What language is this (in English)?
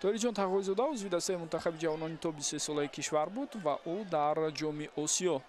Tajik